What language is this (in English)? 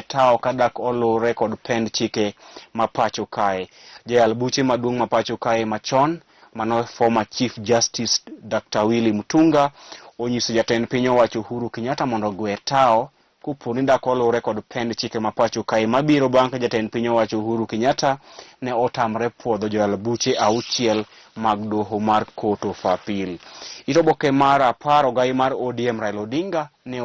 Luo (Kenya and Tanzania)